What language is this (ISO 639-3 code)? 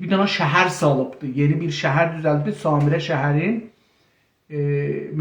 azb